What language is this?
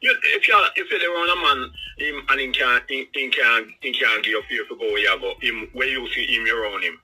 Jamaican Creole English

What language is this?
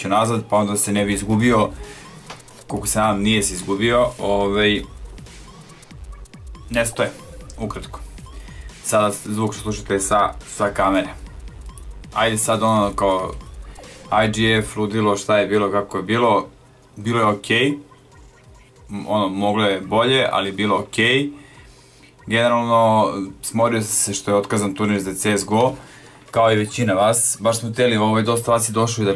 Serbian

